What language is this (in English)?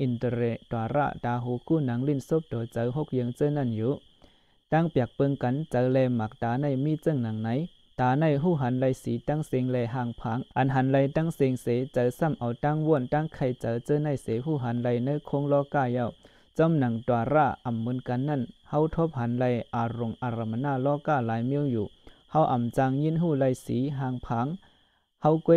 Shan